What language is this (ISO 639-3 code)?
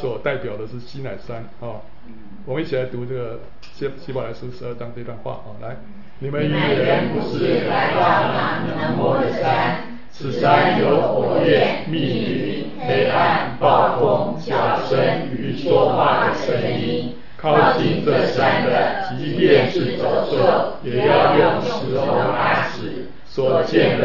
zho